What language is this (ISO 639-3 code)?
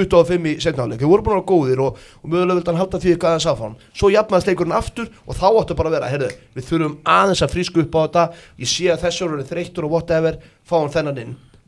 isl